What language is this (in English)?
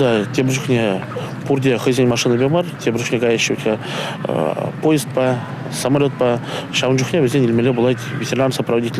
Chuvash